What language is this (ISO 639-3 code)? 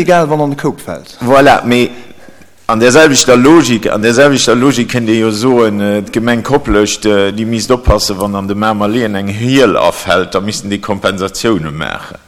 ltz